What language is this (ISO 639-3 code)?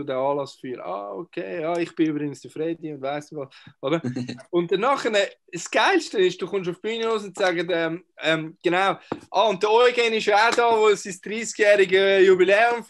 gsw